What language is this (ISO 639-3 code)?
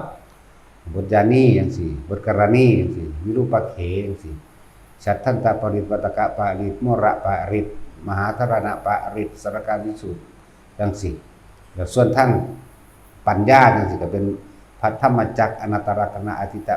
tts